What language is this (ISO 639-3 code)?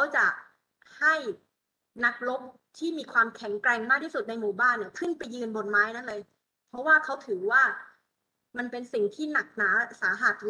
tha